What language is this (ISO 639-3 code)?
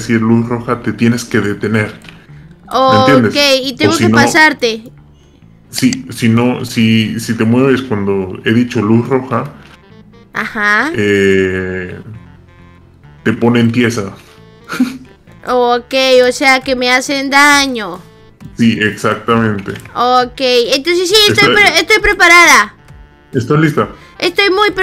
spa